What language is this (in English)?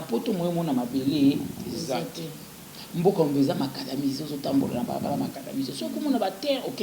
Lingala